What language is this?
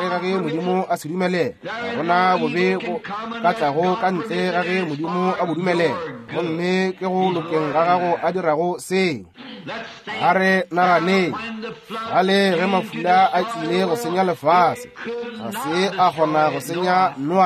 Northern Sotho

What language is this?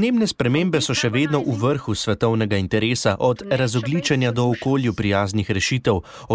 Slovenian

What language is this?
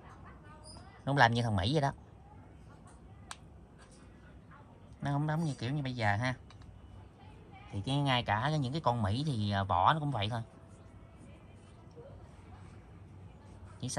Vietnamese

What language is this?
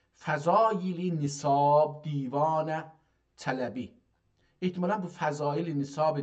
South Azerbaijani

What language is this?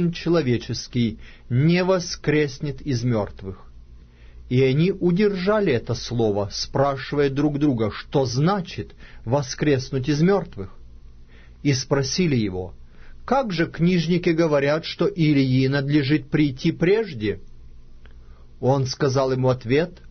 Russian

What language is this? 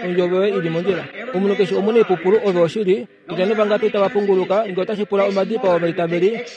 Kuanyama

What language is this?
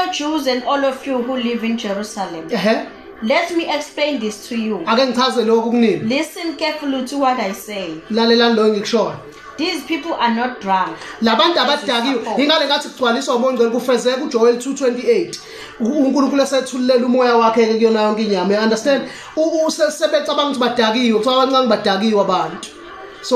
Zulu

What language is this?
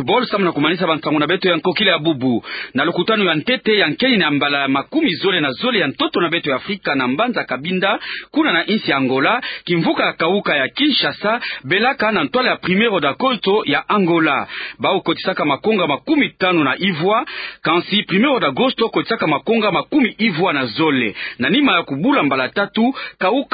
Kituba (Democratic Republic of Congo)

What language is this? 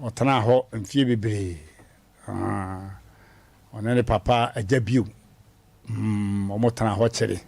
Akan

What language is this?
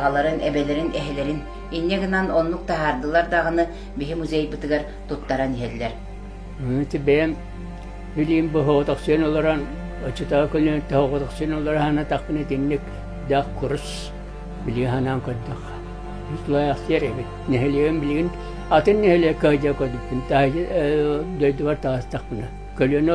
Yakut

